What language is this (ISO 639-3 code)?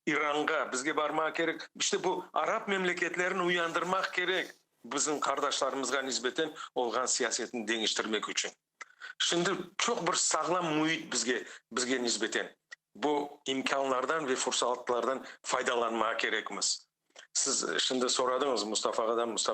crh